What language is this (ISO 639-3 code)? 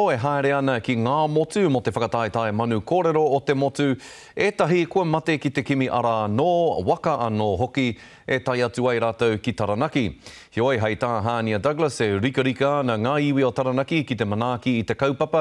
mri